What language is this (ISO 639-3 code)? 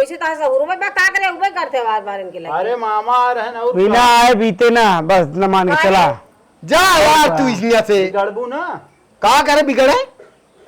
awa